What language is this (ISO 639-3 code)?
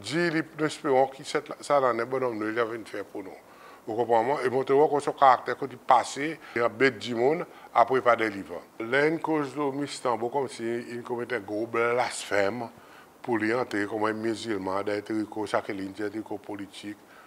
crs